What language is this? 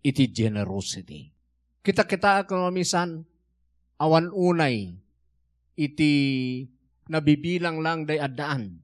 Iloko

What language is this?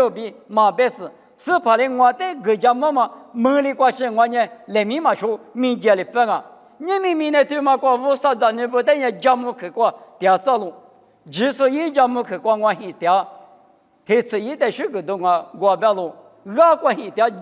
Lisu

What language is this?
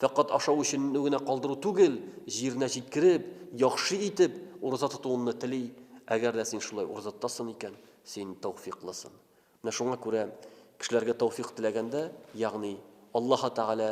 Tatar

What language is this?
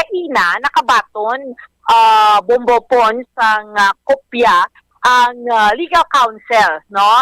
Hiligaynon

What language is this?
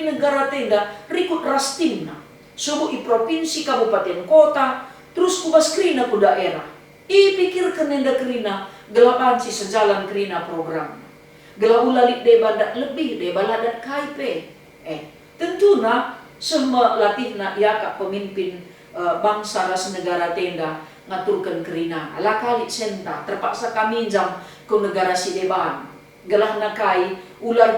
Batak Karo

